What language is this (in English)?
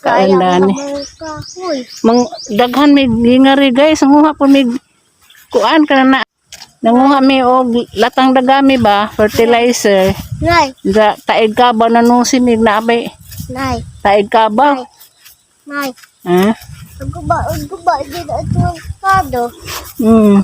Cebuano